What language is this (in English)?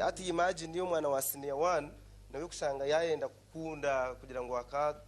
Nyankole